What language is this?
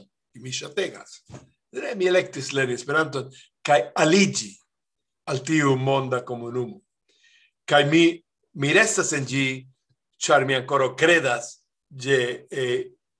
Esperanto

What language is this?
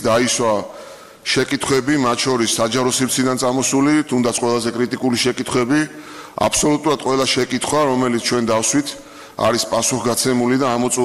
Georgian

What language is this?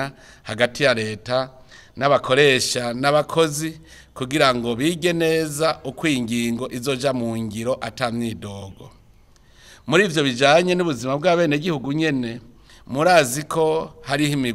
Rundi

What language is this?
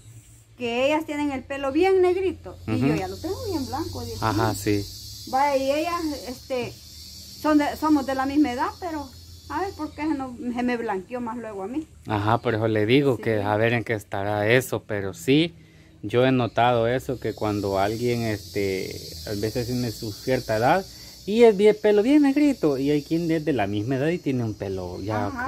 Spanish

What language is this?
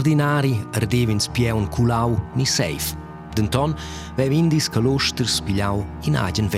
Romansh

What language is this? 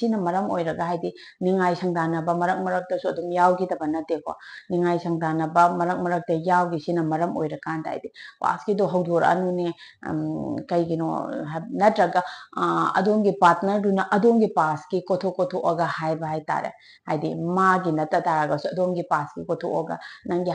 Manipuri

